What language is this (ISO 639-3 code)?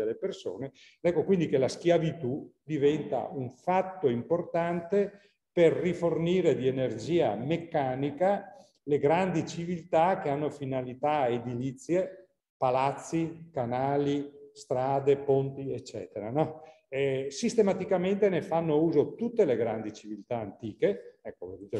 ita